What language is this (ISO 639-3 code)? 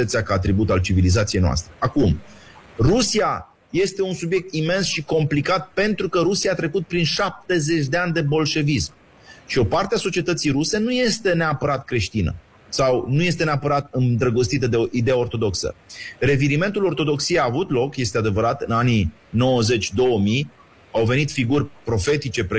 ron